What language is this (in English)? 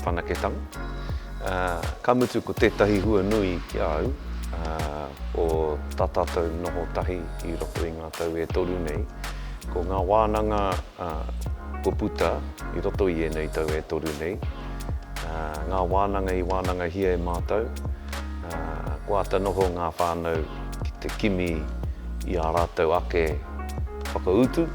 Māori